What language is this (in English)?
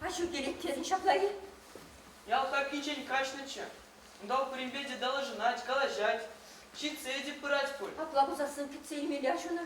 Chuvash